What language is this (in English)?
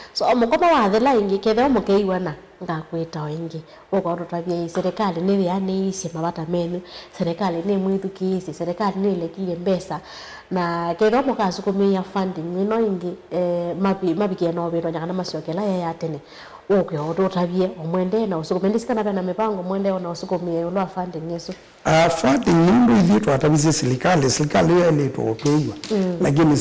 Kamba